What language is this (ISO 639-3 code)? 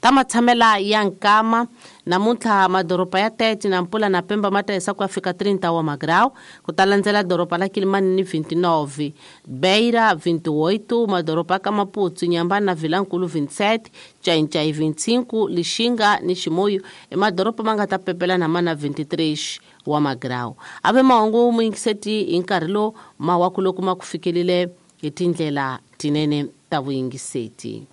tso